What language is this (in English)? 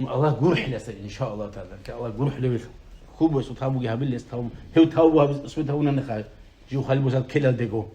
Avaric